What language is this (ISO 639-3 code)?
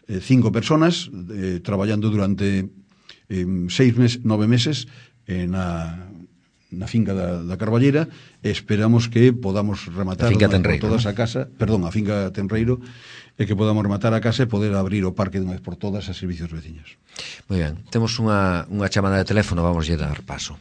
glg